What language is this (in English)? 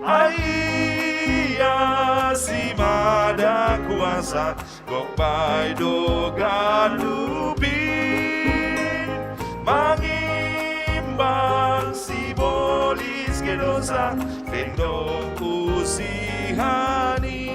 Batak Simalungun